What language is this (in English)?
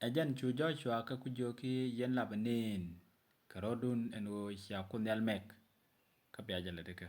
Nuer